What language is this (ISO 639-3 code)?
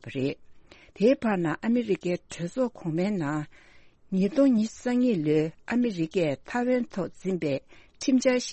bod